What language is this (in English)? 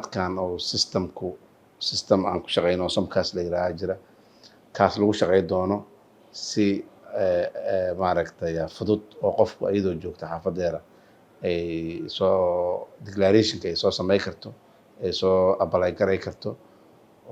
Somali